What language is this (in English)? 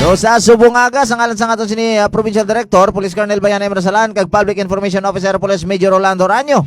Hiligaynon